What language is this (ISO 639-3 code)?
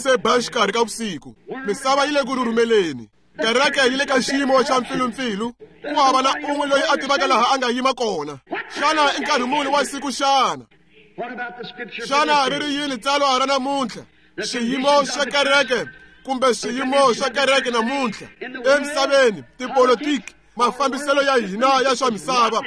tso